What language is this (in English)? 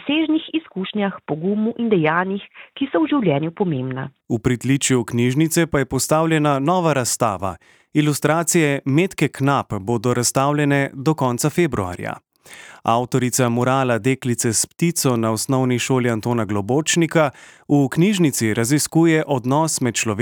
Slovenian